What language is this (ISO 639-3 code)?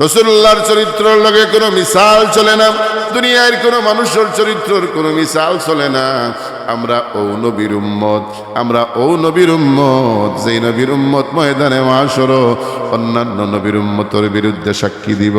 syl